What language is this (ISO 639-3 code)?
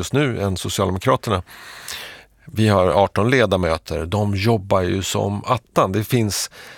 swe